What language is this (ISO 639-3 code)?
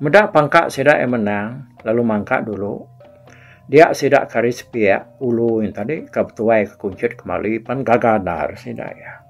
iba